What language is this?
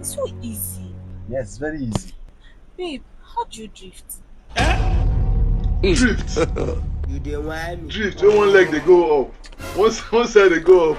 Nigerian Pidgin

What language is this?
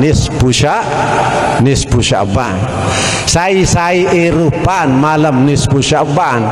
Sasak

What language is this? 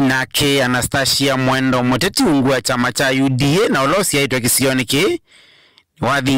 Kamba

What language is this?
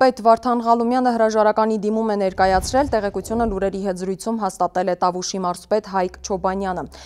Armenian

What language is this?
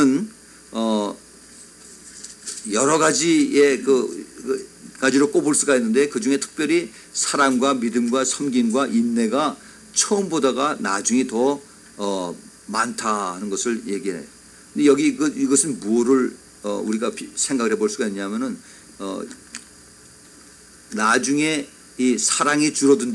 Korean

